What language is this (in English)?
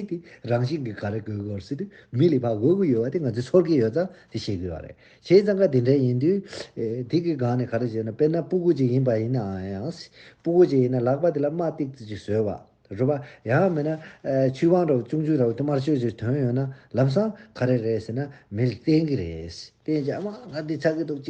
Tibetan